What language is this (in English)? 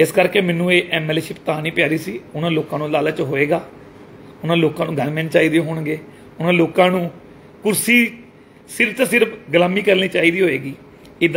Punjabi